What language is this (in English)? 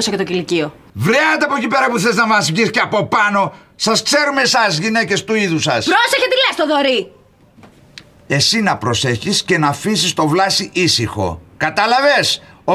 Greek